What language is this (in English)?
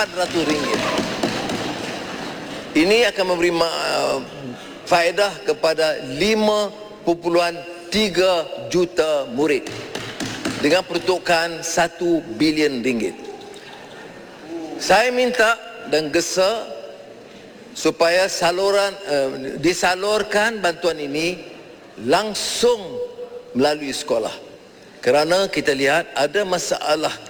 Malay